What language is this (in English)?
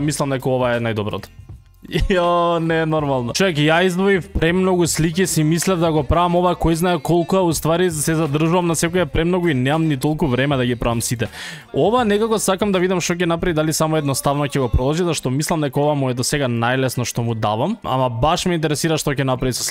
Macedonian